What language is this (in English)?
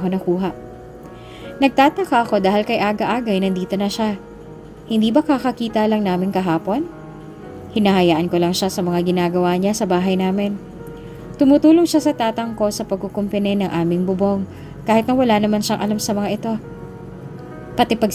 Filipino